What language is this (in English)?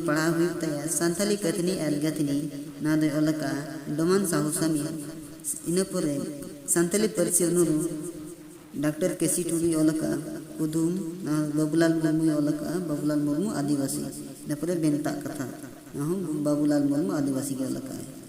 Santali